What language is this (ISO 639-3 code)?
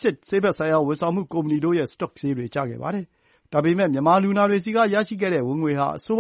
mya